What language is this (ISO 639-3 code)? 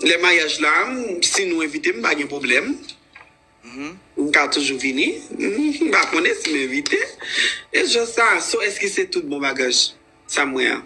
hat